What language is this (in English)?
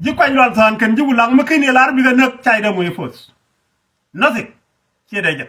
Nuer